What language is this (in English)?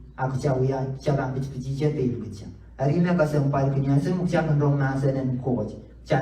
Pohnpeian